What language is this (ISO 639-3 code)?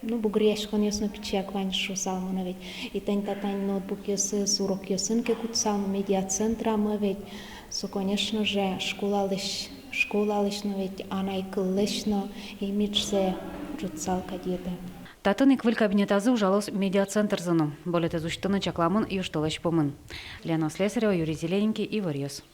udm